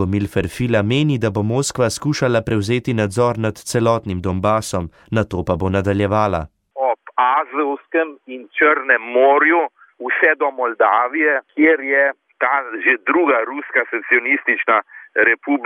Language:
Slovenian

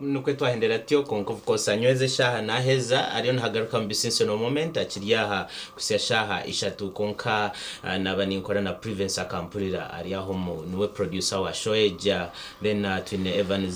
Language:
Nyankole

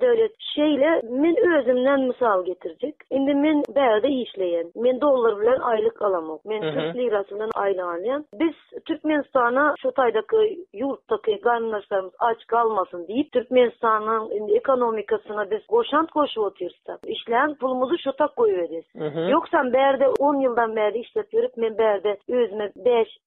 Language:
Turkmen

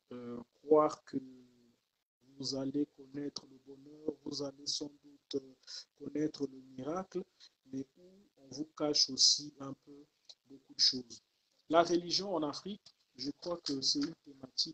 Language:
French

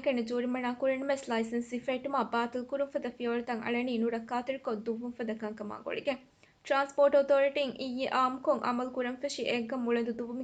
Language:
Divehi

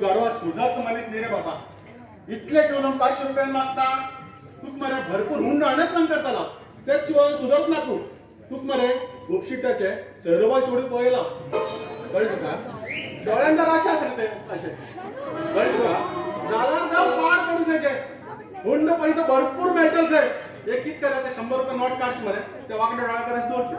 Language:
Konkani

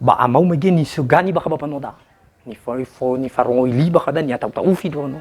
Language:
Nias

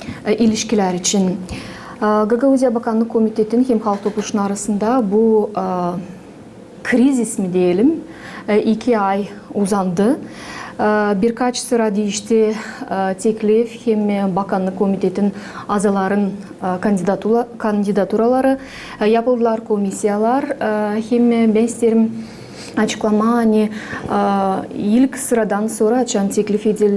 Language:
Gagauz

